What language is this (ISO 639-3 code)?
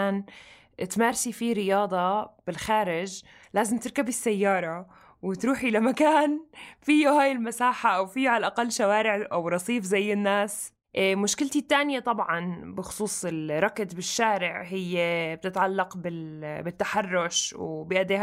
apc